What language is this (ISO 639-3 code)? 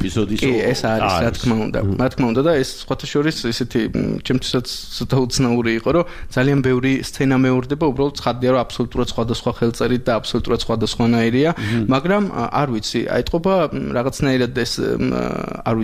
kat